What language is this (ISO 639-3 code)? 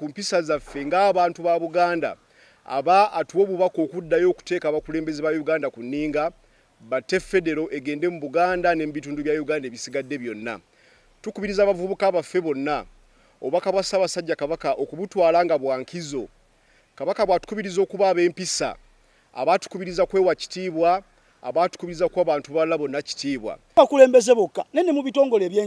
lug